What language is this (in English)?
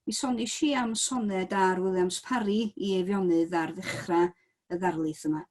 Welsh